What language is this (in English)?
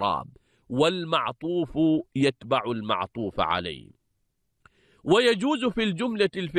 Arabic